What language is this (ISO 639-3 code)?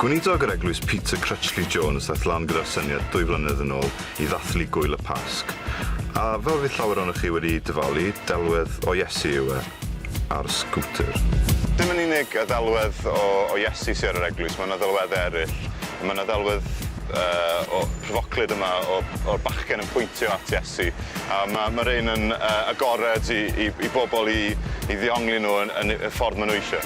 cym